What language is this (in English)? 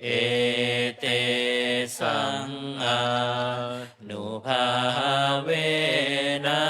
Pali